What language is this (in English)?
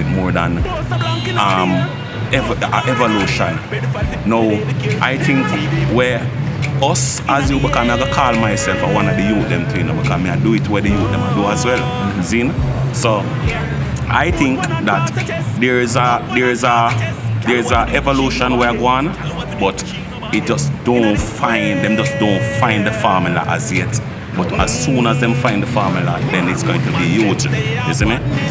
Jamaican Creole English